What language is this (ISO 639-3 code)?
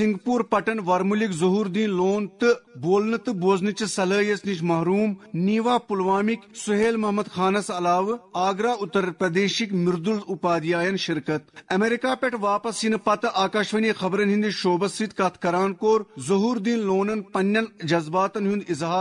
kas